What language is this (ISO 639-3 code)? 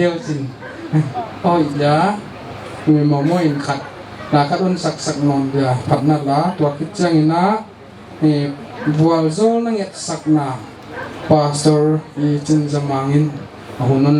pck